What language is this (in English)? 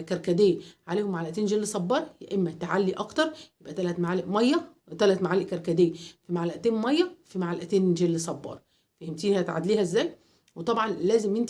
Egyptian Arabic